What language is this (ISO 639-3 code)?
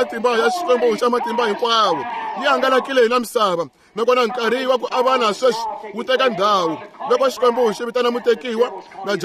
tso